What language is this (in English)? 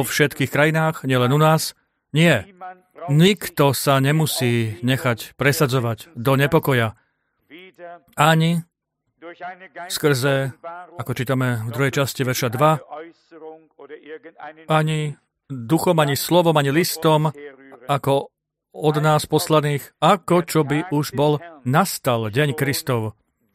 Slovak